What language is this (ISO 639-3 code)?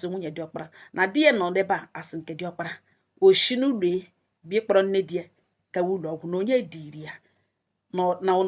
ibo